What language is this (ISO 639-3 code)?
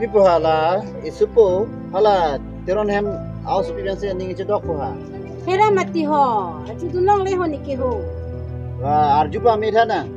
mjw